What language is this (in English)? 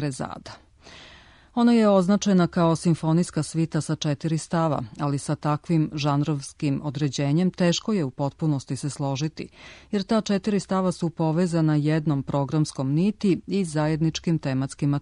Serbian